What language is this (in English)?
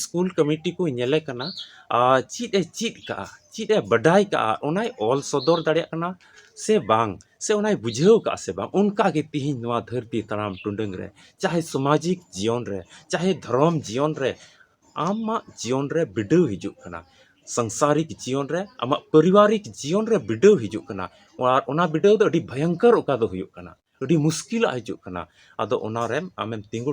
Santali